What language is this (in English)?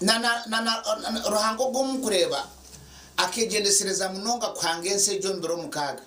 Nyankole